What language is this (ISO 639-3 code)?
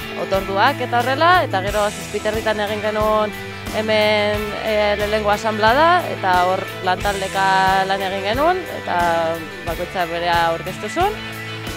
eus